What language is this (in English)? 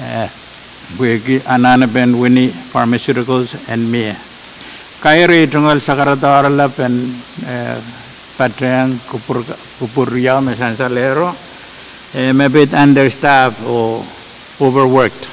Pohnpeian